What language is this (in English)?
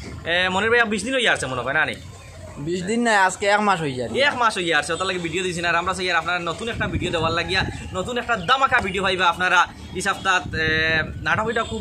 Sylheti